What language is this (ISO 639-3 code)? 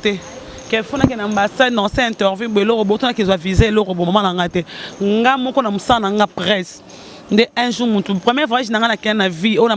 lin